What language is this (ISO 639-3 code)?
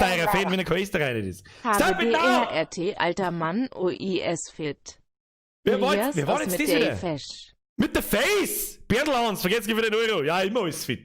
bar